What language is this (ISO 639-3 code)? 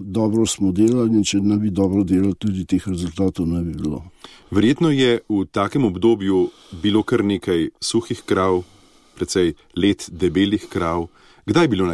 slv